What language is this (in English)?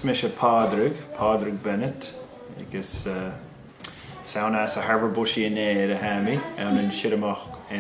Scottish Gaelic